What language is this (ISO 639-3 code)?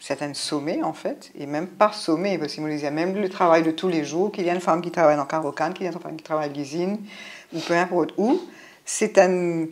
mfe